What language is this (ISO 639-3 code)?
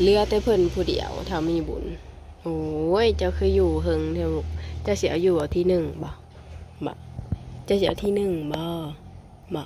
tts